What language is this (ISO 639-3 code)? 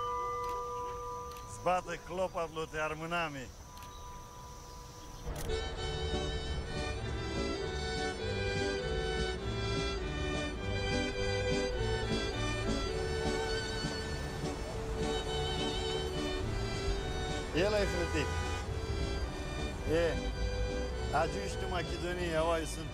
rup